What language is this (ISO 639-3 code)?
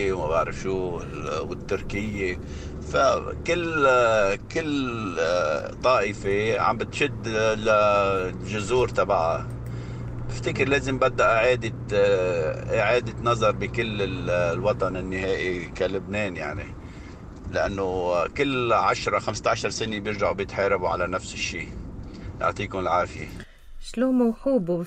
apc